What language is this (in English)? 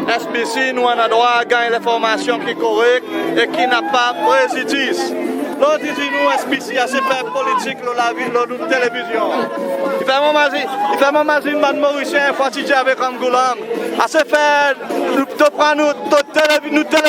Seselwa Creole French